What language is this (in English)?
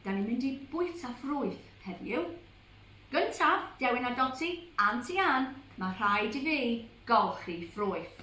Welsh